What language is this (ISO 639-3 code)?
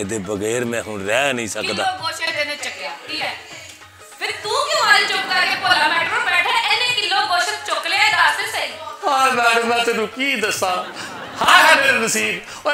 pan